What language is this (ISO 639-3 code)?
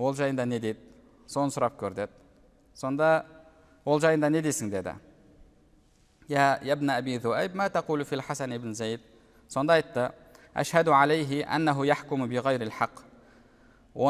kaz